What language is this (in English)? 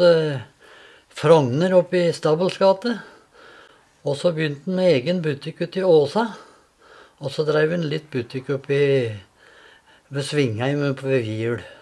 Norwegian